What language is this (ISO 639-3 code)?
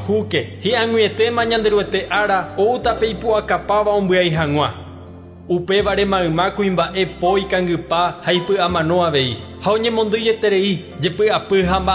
grn